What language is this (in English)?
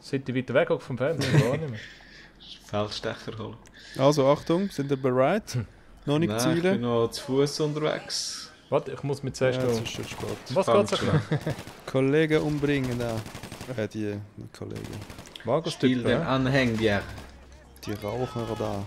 Swiss German